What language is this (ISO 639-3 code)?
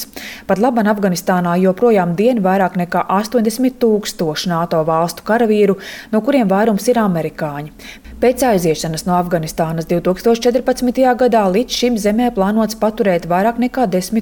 lav